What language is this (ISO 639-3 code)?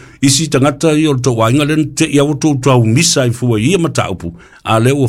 smo